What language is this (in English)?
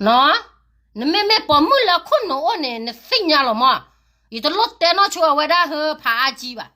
S'gaw Karen